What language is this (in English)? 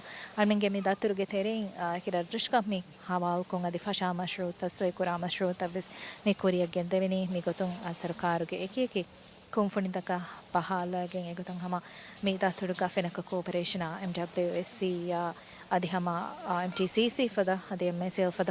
Divehi